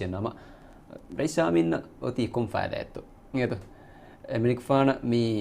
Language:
Divehi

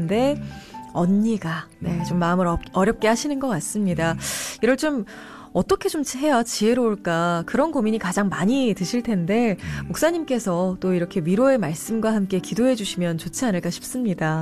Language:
Korean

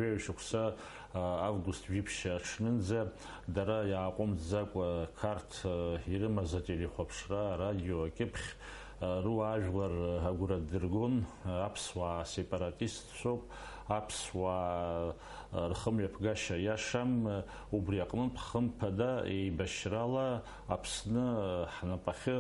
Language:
Abkhazian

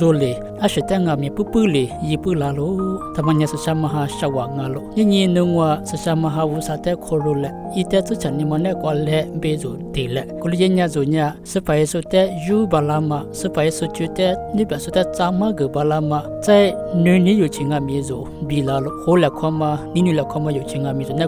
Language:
Lisu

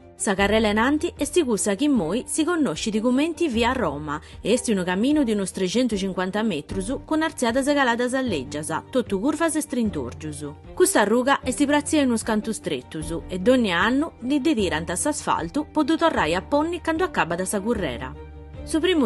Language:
Sardinian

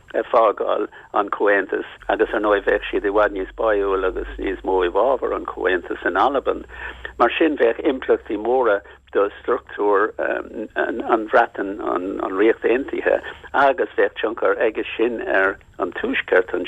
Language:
Irish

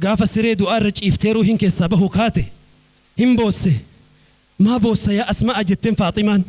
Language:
Oromo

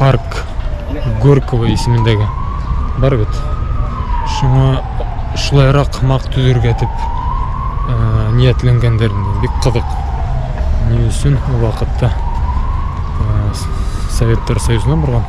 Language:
Bashkir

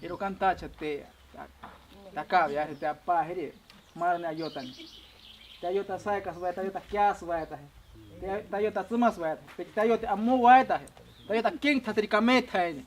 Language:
Ashéninka Perené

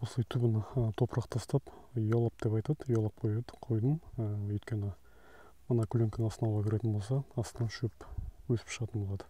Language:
Kazakh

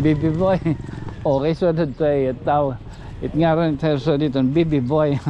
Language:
Waray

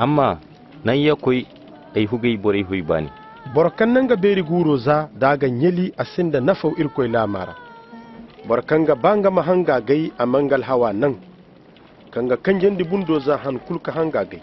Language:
Koyraboro Senni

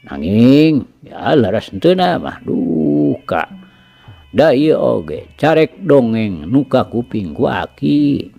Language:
Sundanese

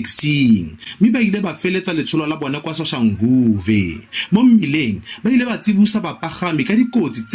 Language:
Tswana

